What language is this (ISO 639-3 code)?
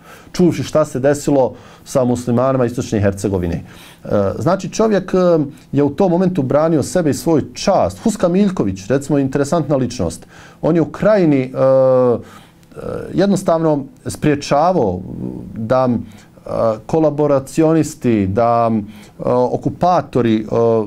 bos